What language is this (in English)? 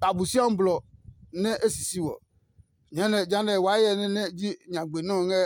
Adangme